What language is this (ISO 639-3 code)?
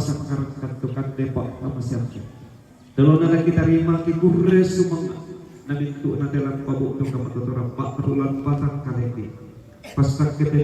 sda